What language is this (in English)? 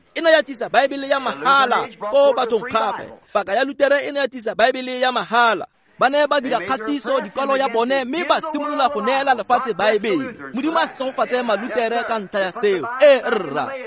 Tswana